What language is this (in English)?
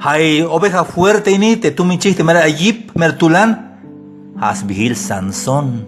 Tzeltal